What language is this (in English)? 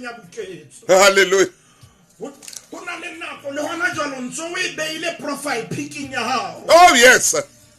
Southern Sotho